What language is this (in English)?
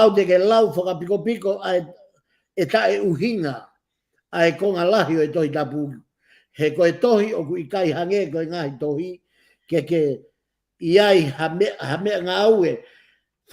Tongan